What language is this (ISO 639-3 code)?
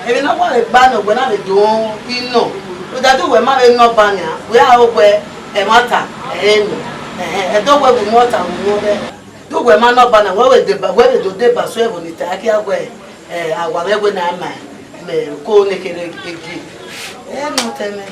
bin